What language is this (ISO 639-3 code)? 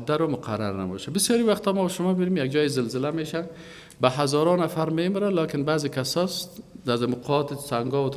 fas